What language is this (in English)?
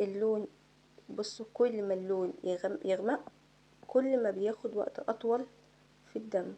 Egyptian Arabic